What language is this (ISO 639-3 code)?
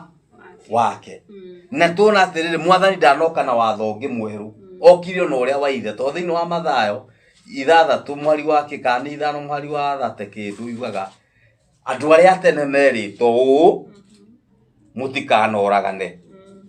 kik